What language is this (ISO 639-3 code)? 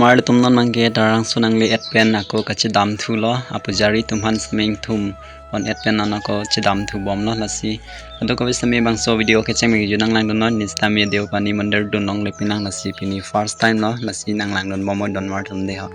mjw